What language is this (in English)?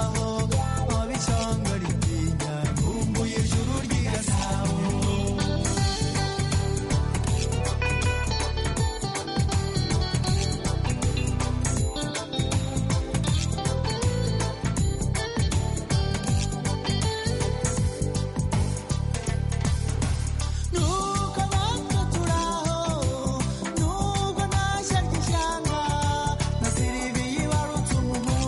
Kinyarwanda